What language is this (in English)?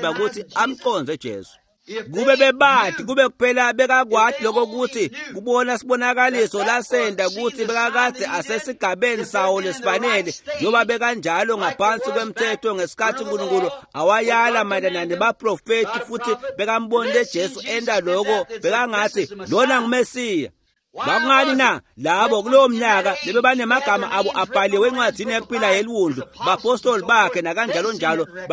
Swati